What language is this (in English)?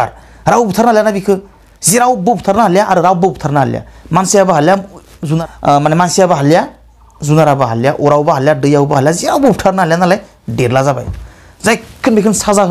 Bodo